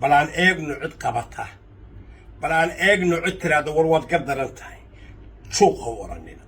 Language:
Somali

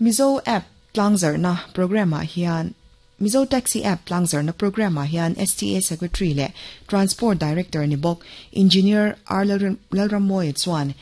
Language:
Mizo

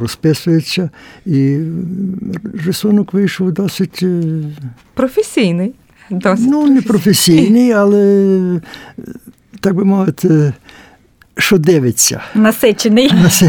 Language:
Ukrainian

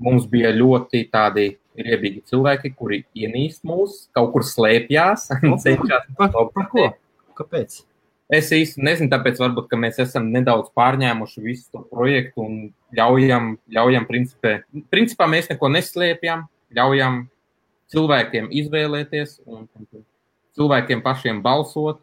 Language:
Latvian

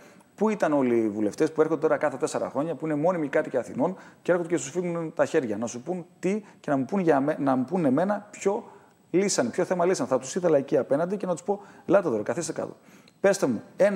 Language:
Greek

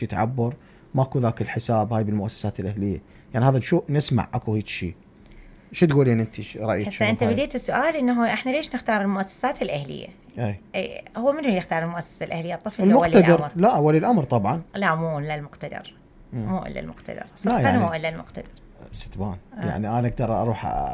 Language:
Mesopotamian Arabic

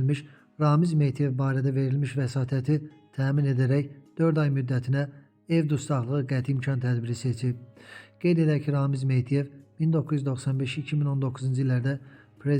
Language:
Azerbaijani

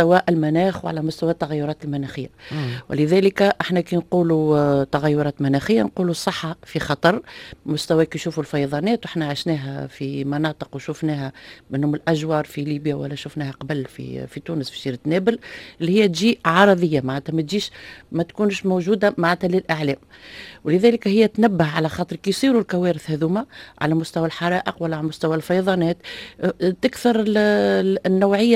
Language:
Tunisian Arabic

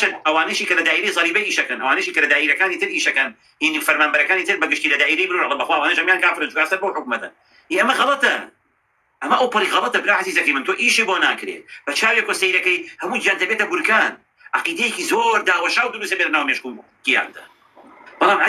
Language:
Central Kurdish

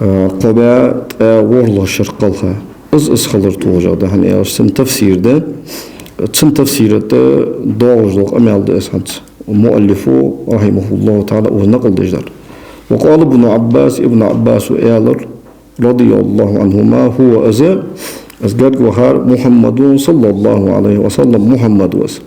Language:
Ingush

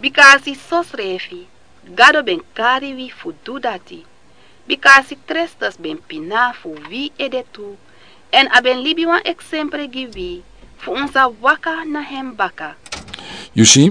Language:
Sranan Tongo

